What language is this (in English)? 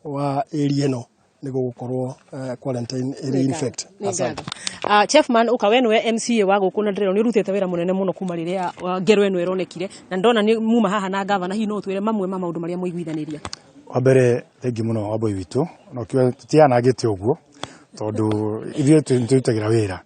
Kikuyu